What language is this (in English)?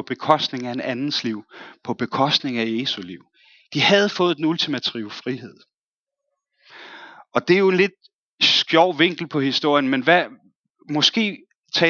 Danish